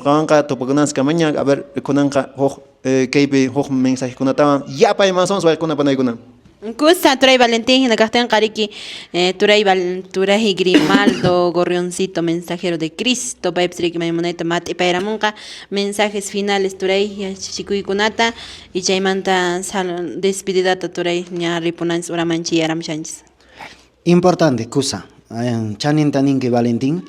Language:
Quechua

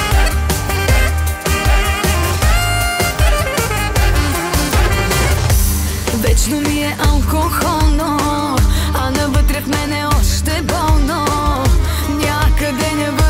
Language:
Bulgarian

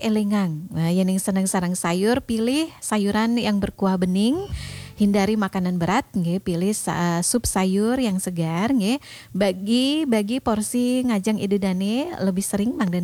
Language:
Balinese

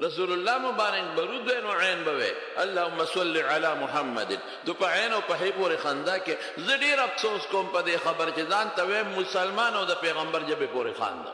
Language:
Pashto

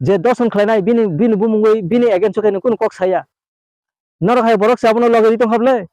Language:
Kok Borok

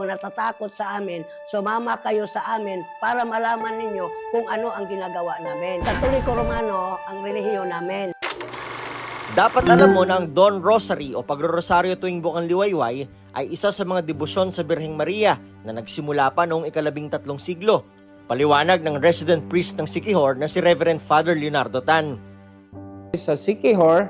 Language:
Filipino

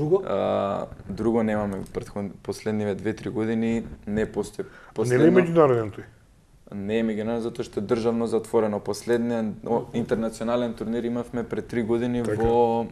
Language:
Macedonian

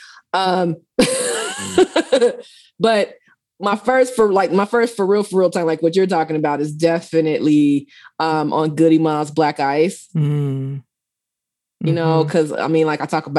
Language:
English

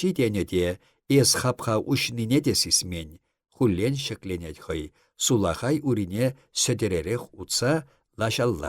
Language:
Chuvash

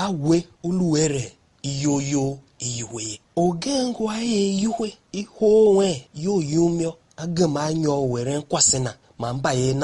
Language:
Tiv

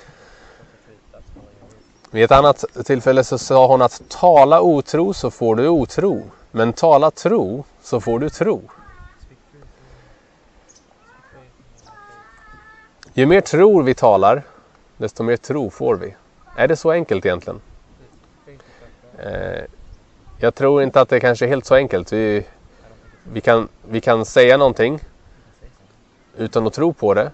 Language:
Swedish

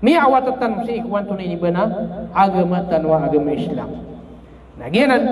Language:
Maranao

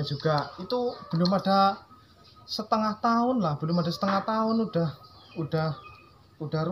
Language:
Indonesian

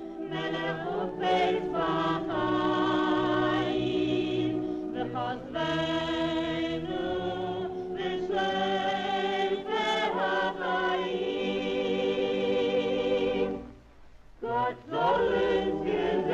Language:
Yiddish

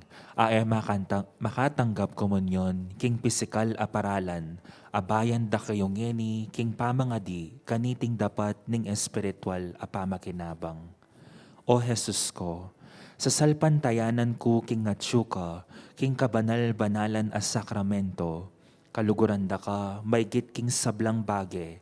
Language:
Pampanga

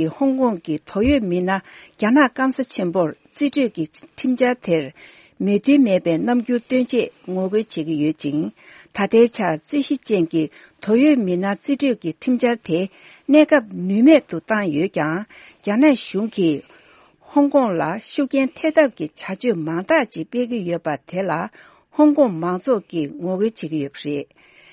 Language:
Tibetan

